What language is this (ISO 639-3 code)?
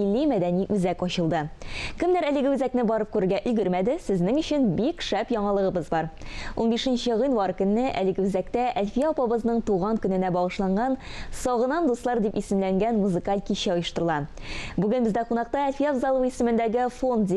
tat